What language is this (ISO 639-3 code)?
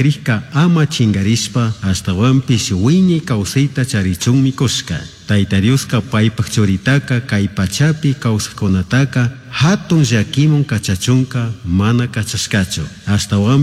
qug